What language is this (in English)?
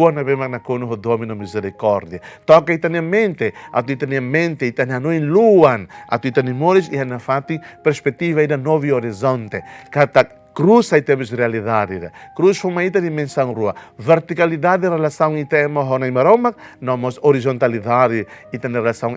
Tetum